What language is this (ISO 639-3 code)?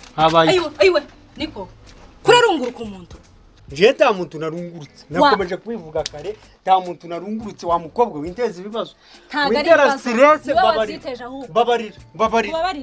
kin